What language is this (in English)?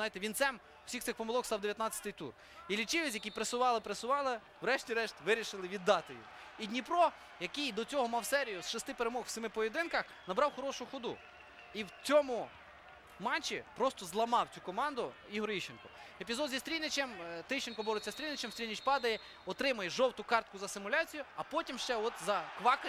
Ukrainian